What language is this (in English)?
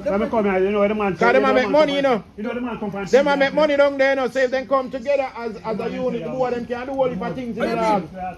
Jamaican Creole English